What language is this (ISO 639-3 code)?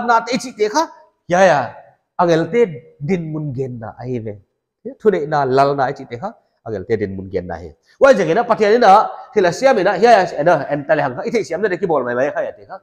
pck